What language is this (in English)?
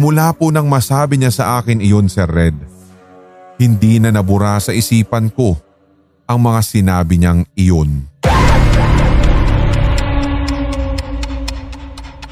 Filipino